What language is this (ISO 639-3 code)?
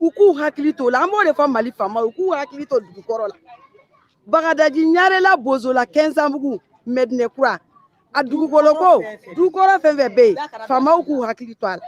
bam